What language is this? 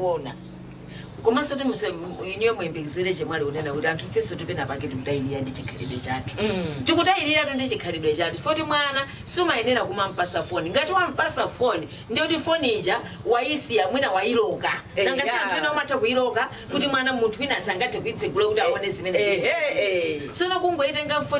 Nyanja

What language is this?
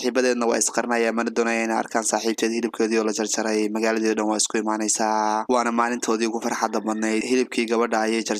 Somali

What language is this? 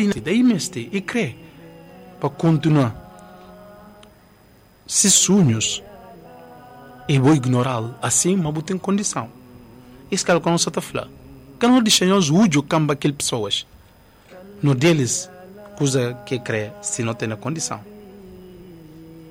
Portuguese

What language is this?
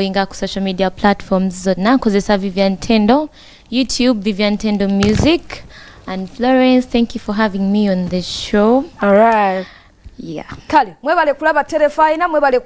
Ganda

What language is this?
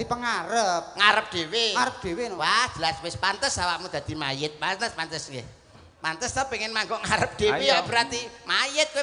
Javanese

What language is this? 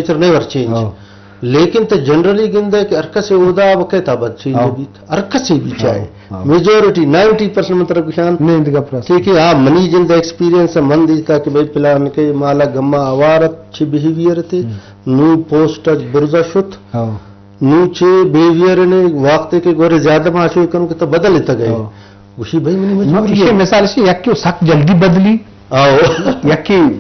Eastern Balochi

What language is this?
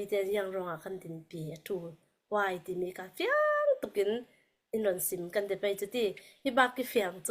Falam Chin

